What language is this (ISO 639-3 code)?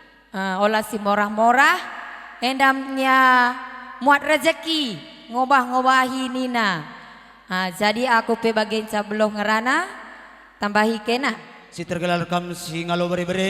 btx